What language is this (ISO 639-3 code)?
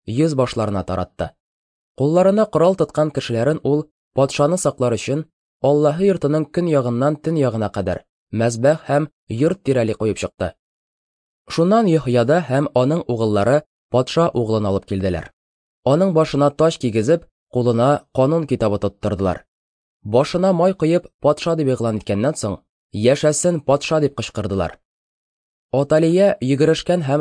tat